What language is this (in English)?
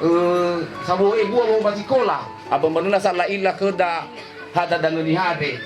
Nias